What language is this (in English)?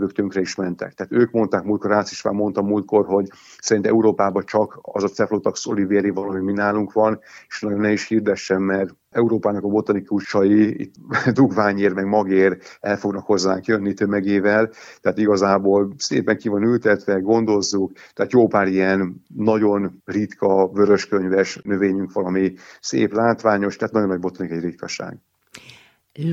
Hungarian